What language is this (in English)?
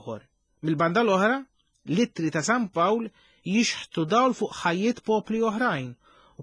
Maltese